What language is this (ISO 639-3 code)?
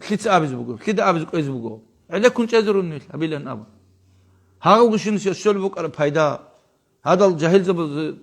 ava